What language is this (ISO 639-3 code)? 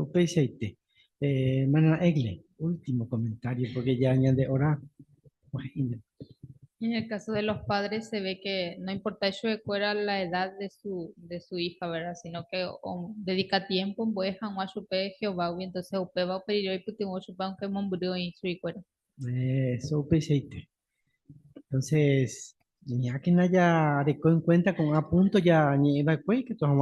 grn